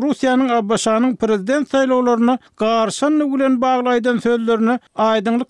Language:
Turkmen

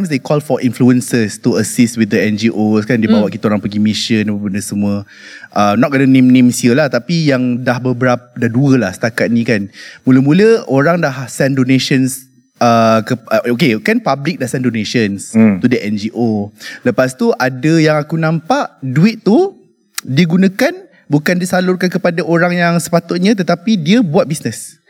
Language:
Malay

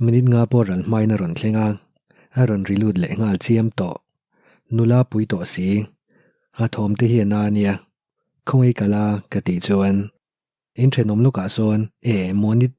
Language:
Mizo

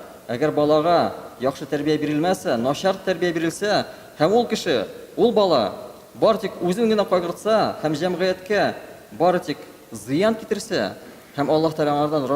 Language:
Tatar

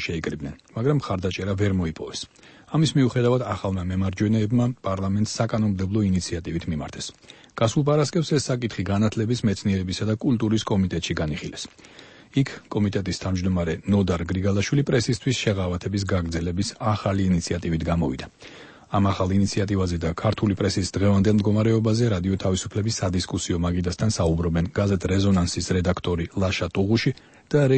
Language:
Georgian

